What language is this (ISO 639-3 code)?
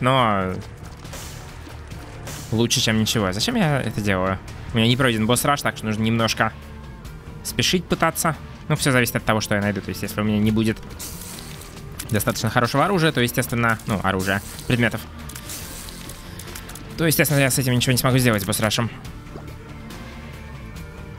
rus